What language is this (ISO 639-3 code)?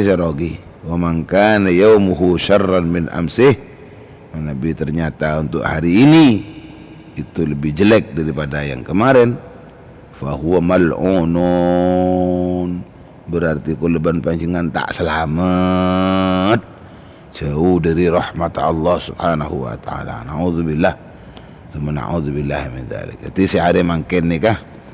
mad